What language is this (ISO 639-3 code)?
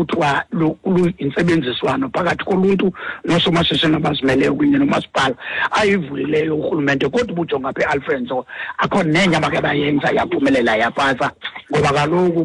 xho